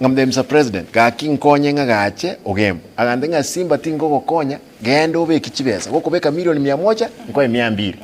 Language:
Gusii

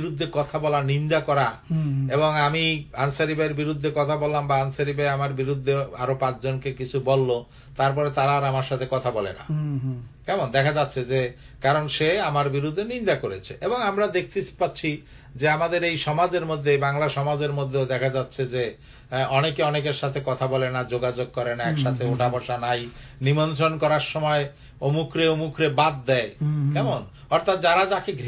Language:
Bangla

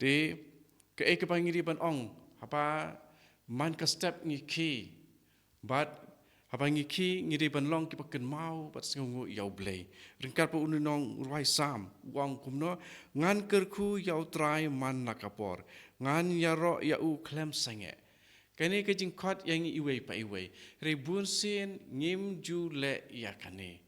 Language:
Khasi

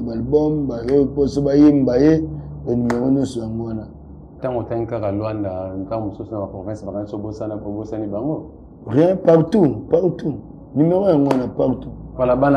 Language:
Lingala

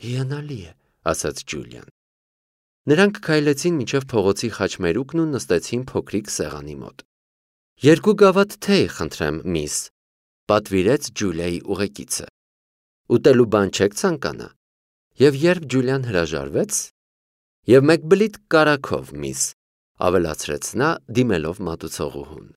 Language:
Armenian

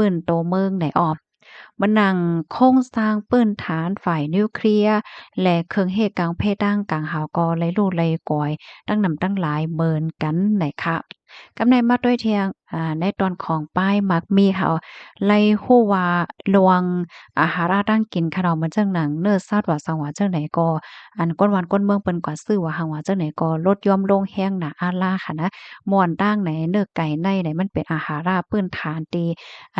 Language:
Shan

